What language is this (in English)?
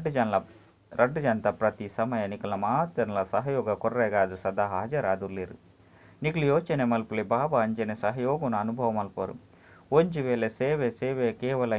Tulu